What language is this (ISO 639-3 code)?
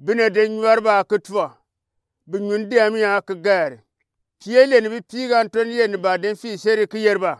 gux